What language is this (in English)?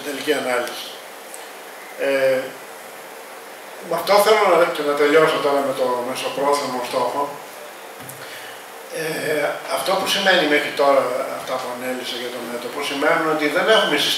Greek